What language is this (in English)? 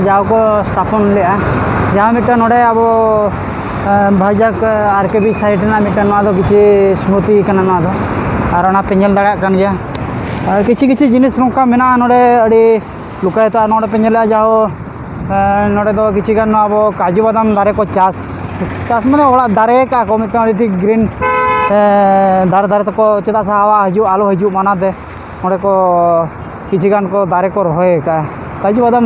Santali